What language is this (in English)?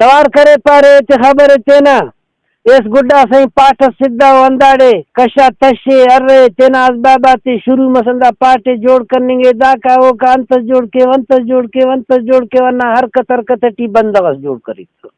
Brahui